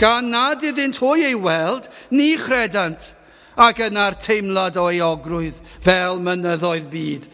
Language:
Welsh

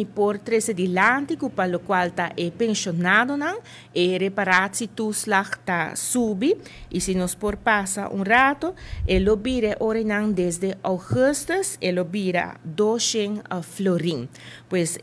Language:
Papiamento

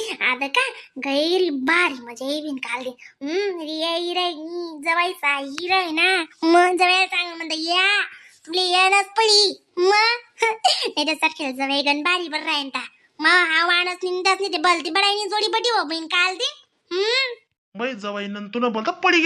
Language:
Khandesi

